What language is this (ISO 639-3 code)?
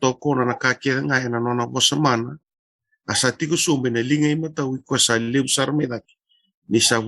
fij